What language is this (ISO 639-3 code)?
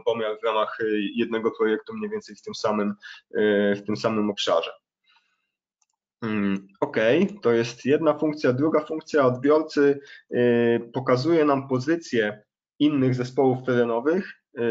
pol